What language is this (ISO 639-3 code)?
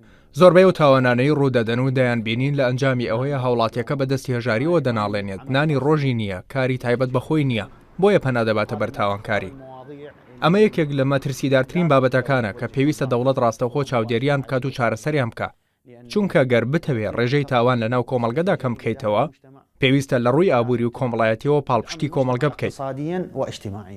ckb